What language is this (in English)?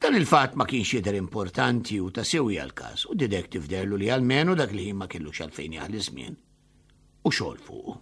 Maltese